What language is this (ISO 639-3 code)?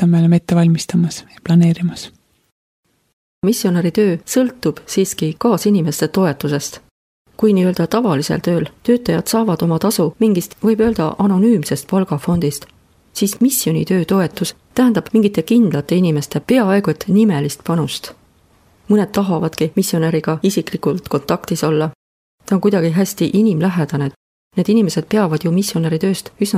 est